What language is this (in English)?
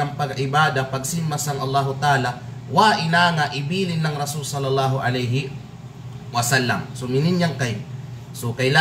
Kalagan